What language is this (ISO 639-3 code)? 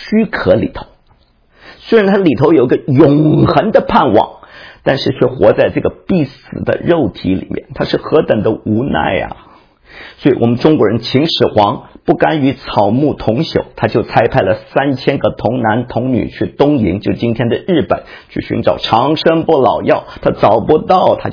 zho